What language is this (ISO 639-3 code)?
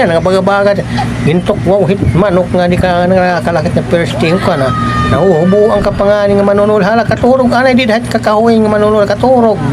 war